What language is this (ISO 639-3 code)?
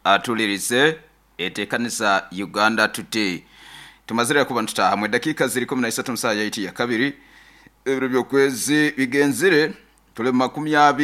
nyo